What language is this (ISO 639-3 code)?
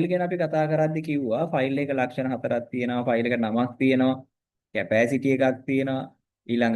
sin